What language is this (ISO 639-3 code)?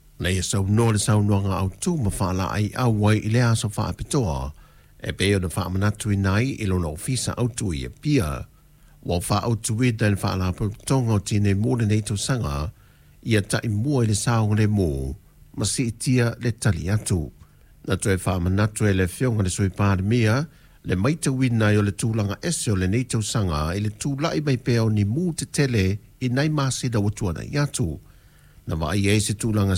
smo